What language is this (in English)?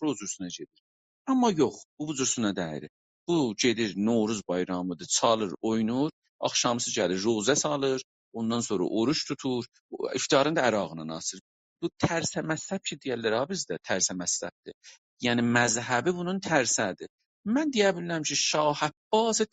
South Azerbaijani